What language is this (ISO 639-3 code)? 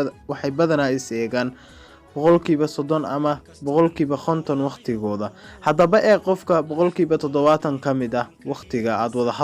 som